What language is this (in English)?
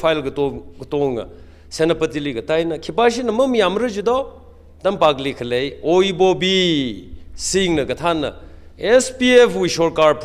Tangkhul Naga (India)